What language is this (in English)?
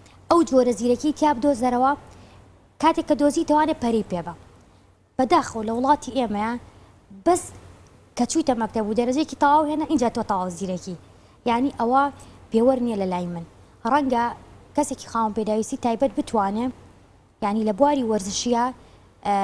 Central Kurdish